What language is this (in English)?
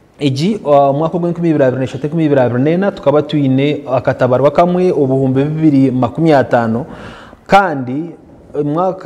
Nyankole